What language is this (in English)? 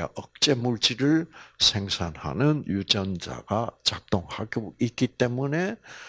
Korean